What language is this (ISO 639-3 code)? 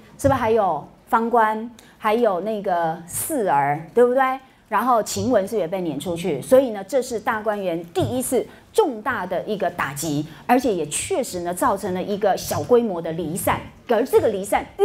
zho